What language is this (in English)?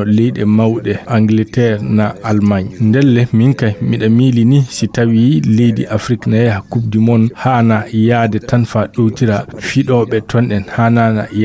Fula